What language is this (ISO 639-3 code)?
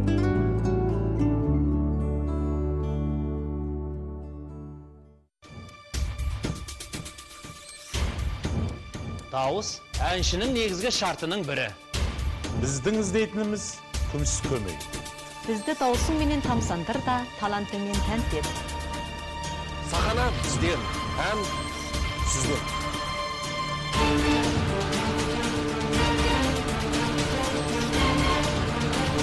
kaz